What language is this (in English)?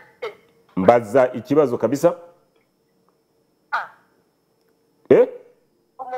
Kinyarwanda